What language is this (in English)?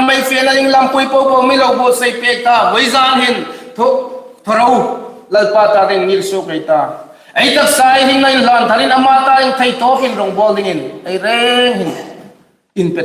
Hmar